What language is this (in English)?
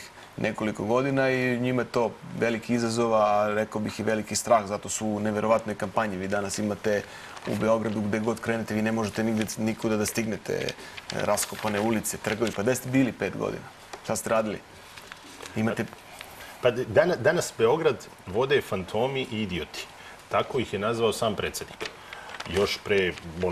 Serbian